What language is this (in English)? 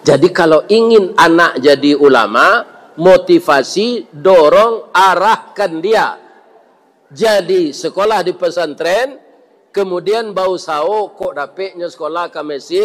Minangkabau